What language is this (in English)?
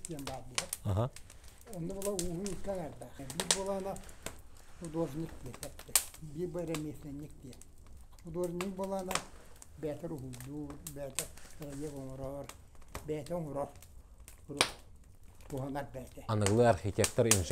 Yakut